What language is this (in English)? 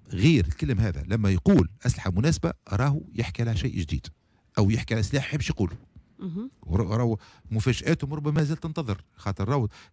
Tunisian Arabic